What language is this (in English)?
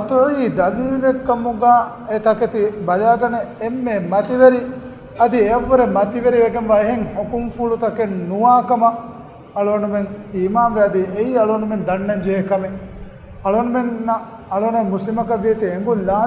Divehi